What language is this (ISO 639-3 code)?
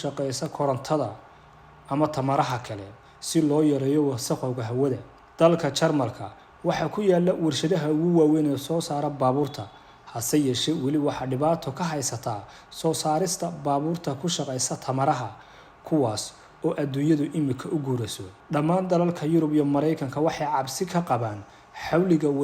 som